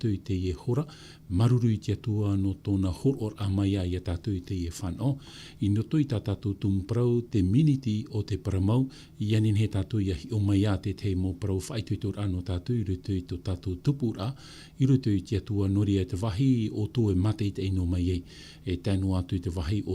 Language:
Tahitian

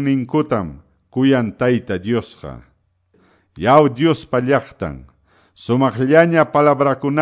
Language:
Quechua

